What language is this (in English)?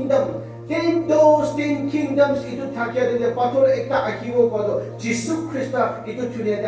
Naga Pidgin